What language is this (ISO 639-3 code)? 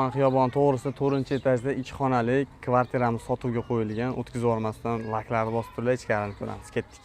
uzb